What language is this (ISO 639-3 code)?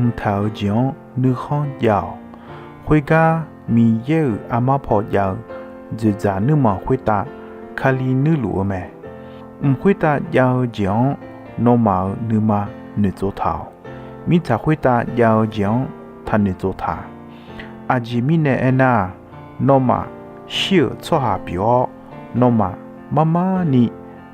ahk